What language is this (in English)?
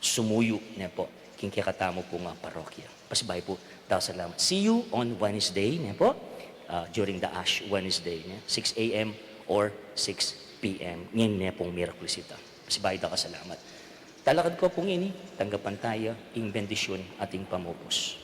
Pampanga